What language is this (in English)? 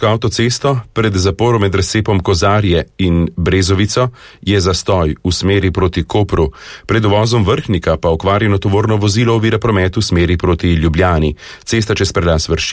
Slovenian